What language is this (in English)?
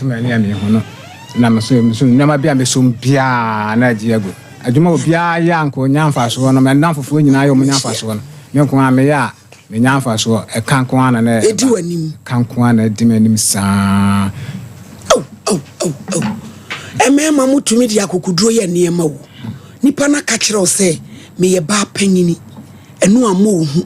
Akan